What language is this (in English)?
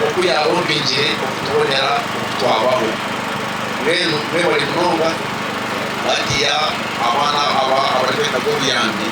Nyankole